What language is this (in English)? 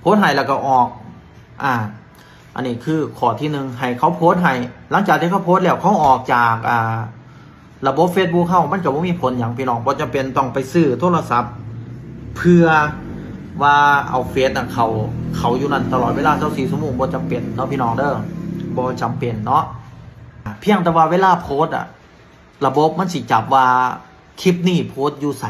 Northeastern Thai